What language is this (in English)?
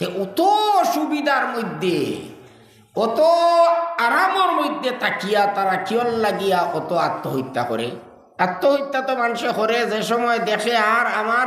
Sylheti